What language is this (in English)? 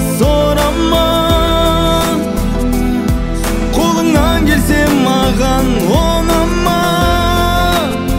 Kazakh